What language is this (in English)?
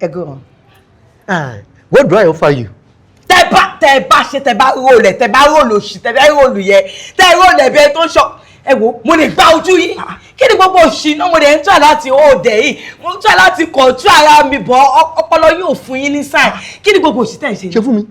Yoruba